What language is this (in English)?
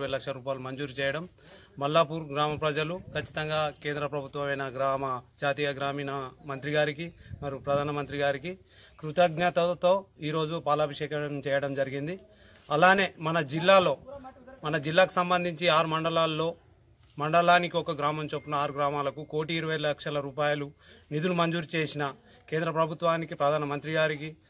Telugu